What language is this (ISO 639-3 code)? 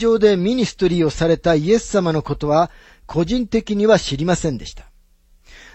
jpn